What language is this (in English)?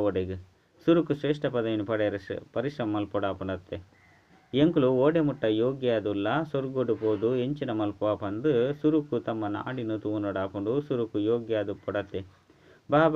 Tulu